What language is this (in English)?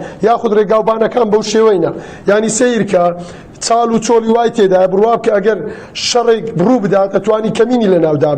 Central Kurdish